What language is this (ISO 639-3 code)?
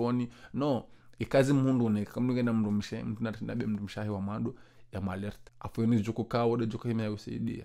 zdj